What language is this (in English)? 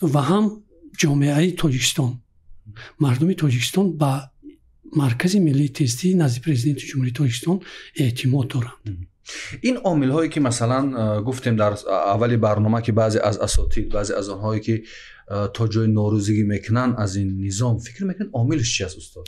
Tajik